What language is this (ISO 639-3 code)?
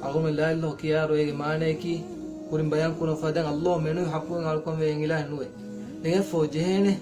div